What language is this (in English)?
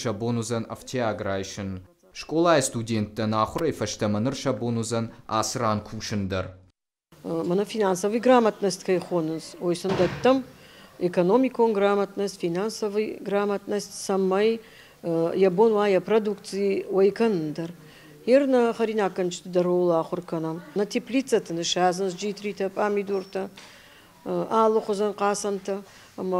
Ossetic